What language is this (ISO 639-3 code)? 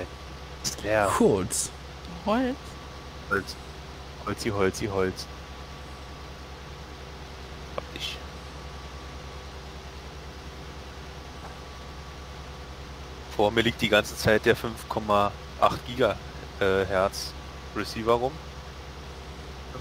deu